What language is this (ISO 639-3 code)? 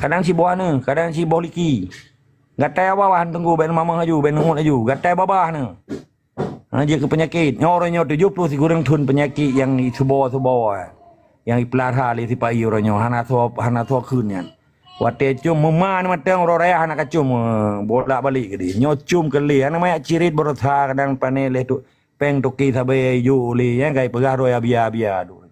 ace